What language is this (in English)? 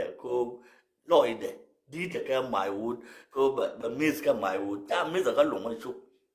Nuer